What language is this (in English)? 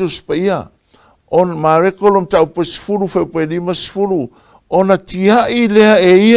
Samoan